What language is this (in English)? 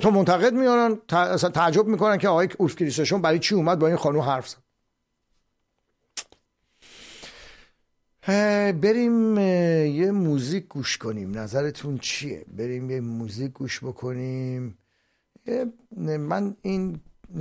Persian